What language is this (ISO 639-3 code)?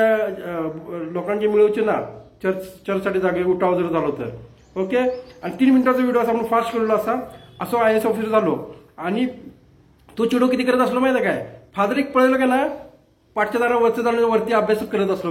kok